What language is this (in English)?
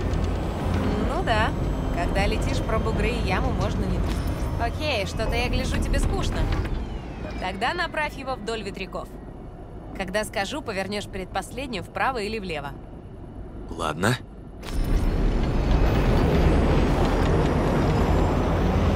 Russian